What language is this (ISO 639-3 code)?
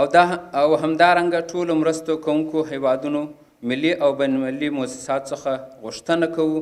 pus